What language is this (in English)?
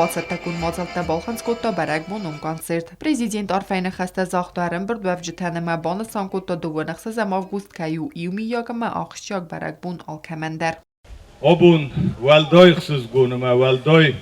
Ossetic